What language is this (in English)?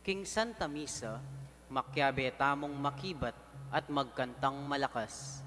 Pampanga